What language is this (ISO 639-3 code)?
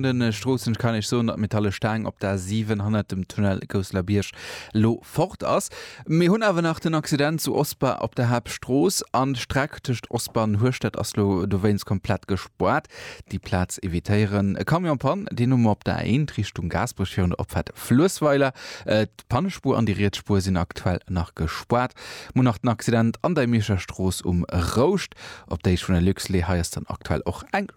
ltz